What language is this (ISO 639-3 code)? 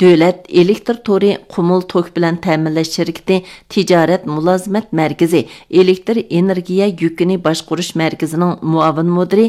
uig